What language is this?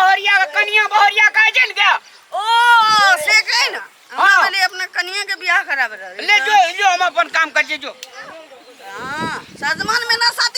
Maithili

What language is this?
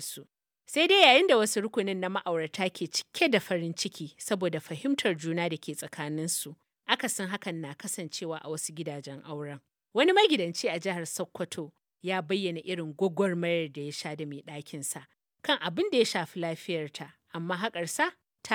Hausa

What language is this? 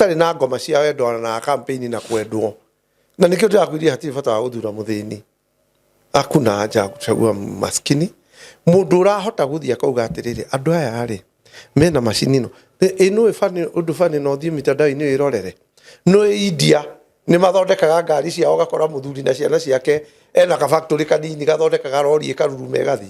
Kikuyu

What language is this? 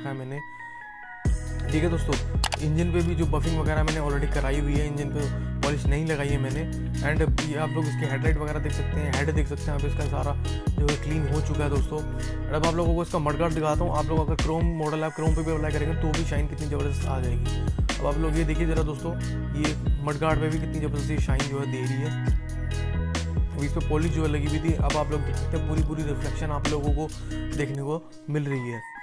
Hindi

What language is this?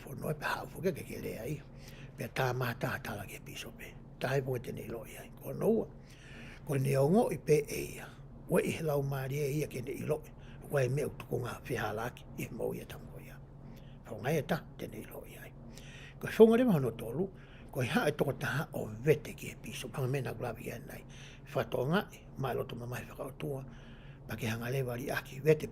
Tongan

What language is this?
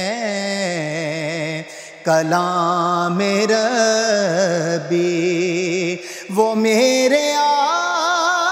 Urdu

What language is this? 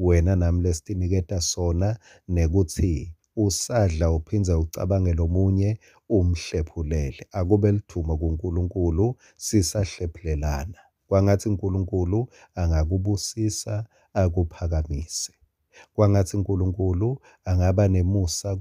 Swati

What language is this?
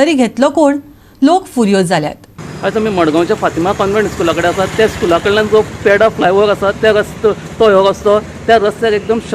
Konkani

